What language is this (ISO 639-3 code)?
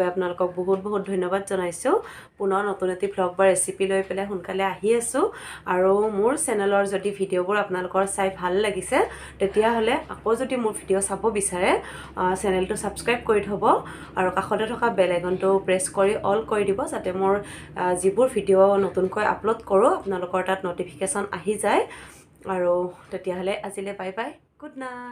asm